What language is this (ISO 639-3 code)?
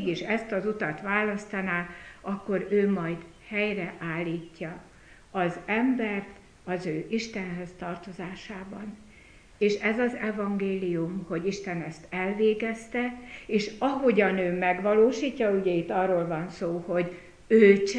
hun